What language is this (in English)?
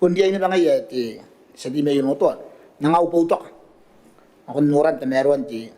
Gilbertese